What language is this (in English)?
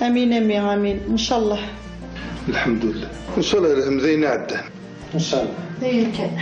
Kabyle